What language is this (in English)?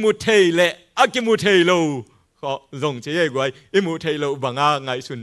Tedim Chin